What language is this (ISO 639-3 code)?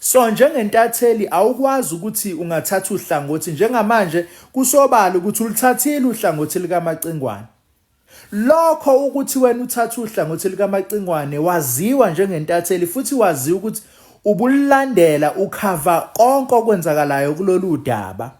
zul